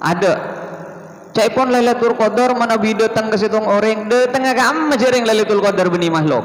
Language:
Madurese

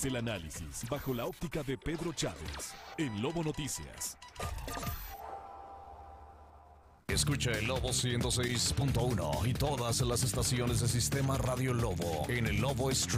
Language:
Spanish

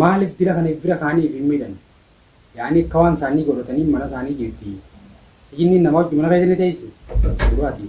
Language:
Oromo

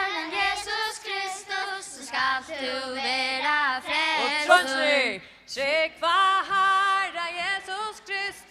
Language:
Faroese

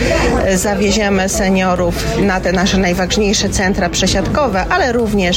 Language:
Polish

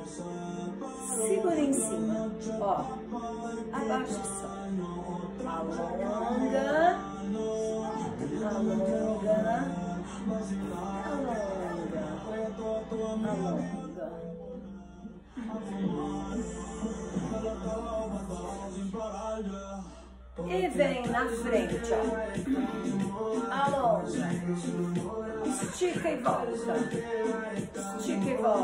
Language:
Portuguese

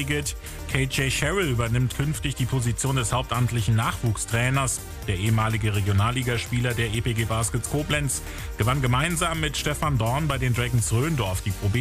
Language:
German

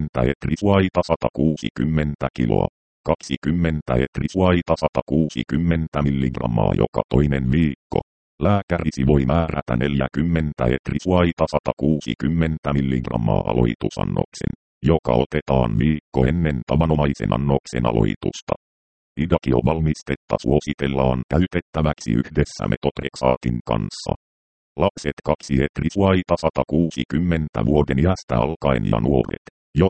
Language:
Finnish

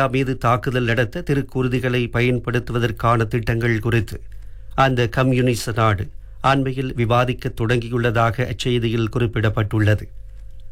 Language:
Tamil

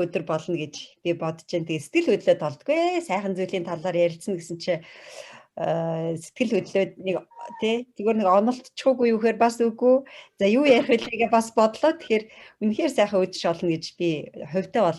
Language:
Mongolian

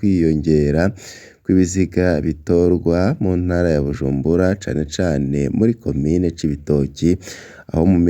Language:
Rundi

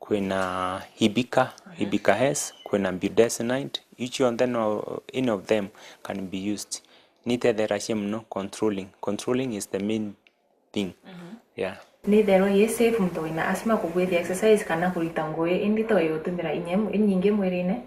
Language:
Meru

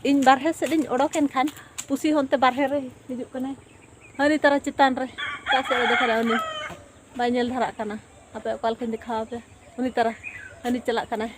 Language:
Santali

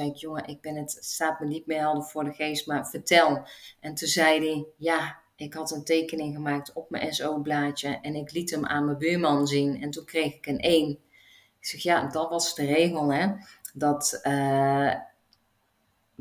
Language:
Dutch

